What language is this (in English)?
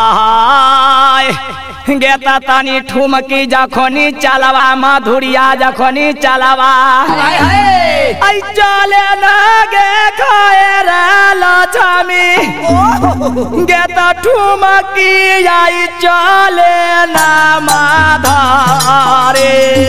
Bhojpuri